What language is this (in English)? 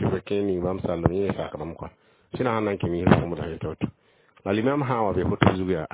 Mossi